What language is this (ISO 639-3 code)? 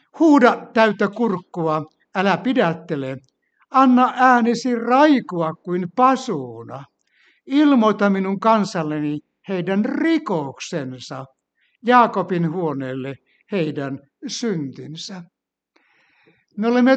fin